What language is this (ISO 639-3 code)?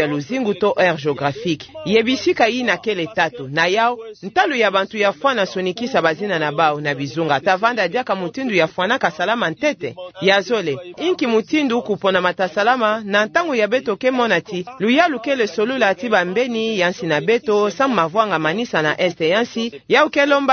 ktu